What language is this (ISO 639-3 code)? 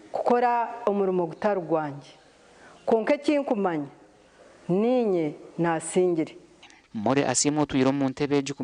nyn